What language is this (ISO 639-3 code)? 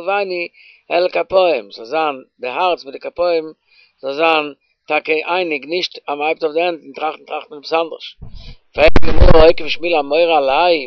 yid